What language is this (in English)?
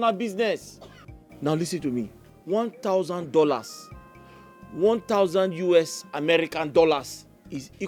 Nigerian Pidgin